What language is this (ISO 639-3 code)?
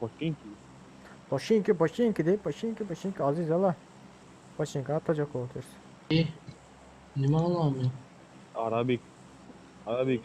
tuk